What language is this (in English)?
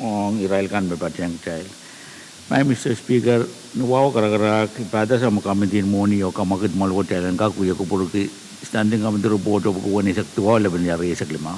Pohnpeian